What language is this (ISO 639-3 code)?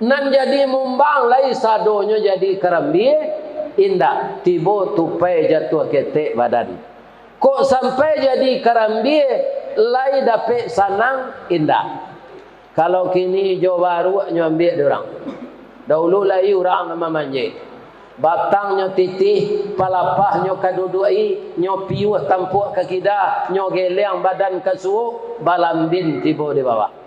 min